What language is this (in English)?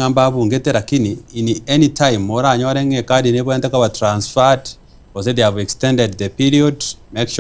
Gusii